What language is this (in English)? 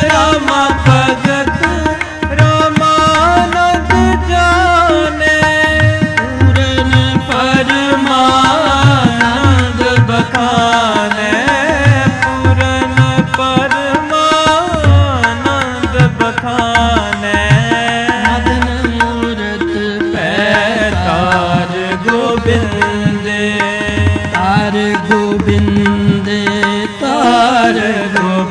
Punjabi